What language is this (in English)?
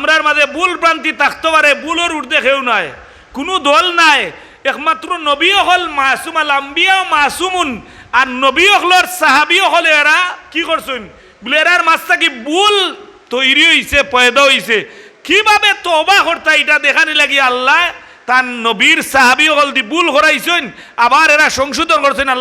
Sylheti